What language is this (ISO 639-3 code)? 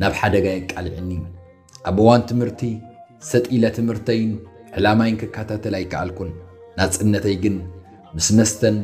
tir